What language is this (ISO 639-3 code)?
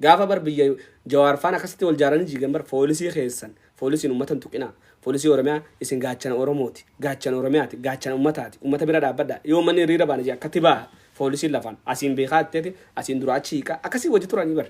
orm